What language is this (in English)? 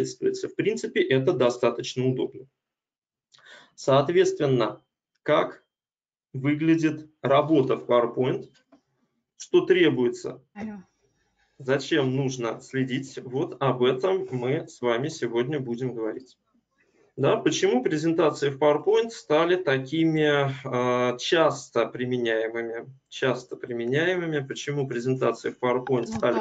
Russian